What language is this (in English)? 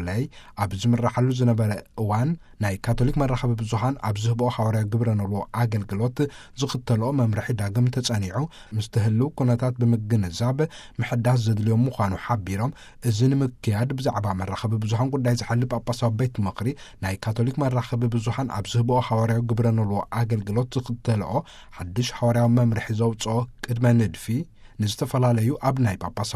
Tigrinya